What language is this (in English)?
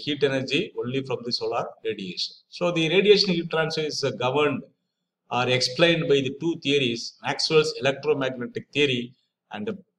English